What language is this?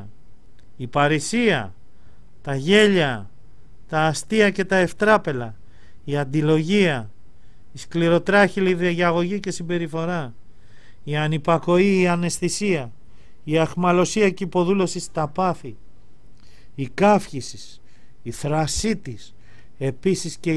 Greek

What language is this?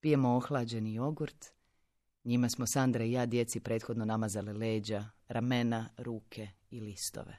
Croatian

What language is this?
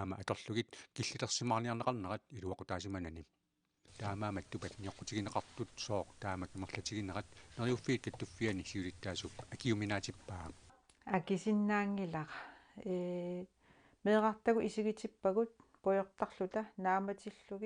Kalaallisut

